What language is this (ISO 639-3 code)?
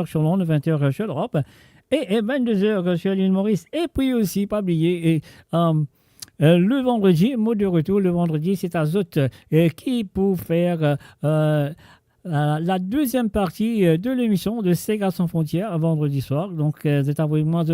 mfe